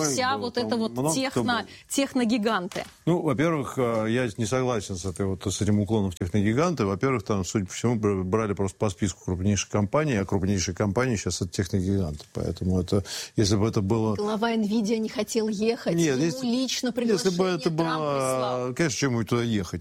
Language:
Russian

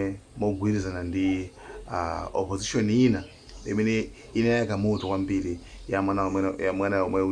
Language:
Nyanja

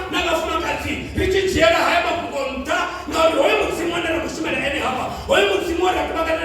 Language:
Venda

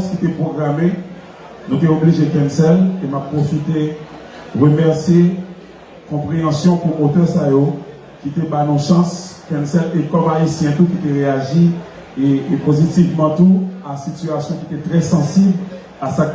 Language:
Haitian Creole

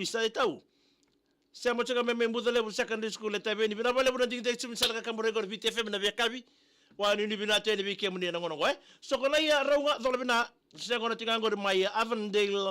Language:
Fijian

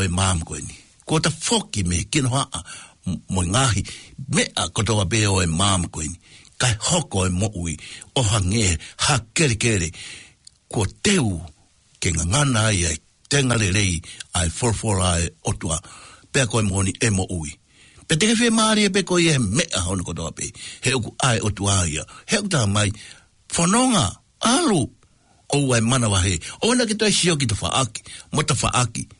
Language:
Tongan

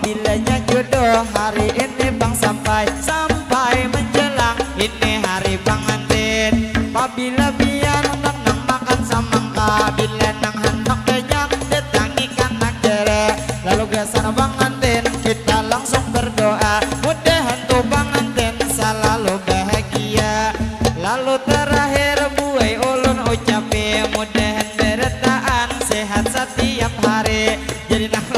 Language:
Banjar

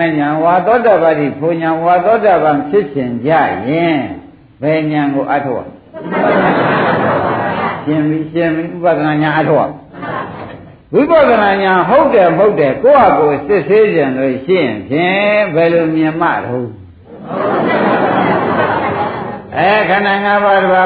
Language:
Burmese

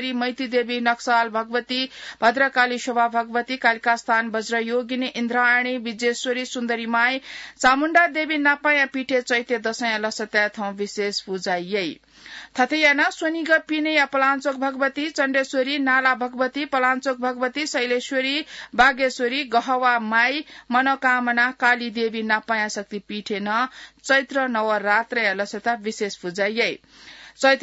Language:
Newari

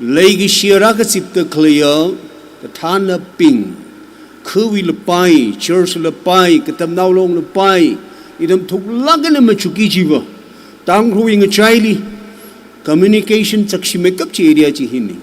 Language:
Tangkhul Naga (India)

